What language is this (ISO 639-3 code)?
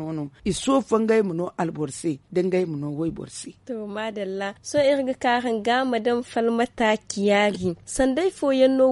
dje